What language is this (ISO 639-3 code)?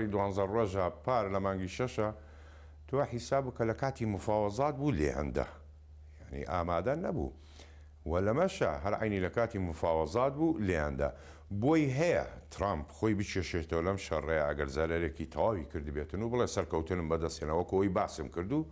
ckb